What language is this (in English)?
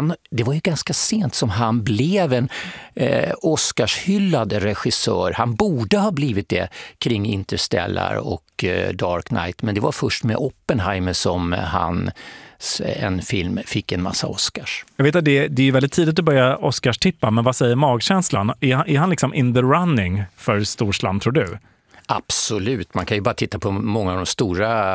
Swedish